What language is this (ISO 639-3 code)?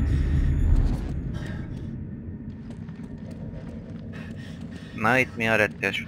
hun